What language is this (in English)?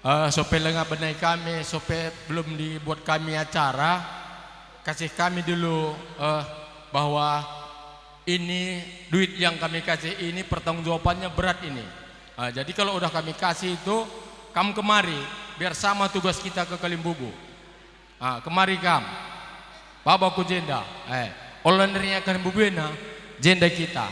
Batak Karo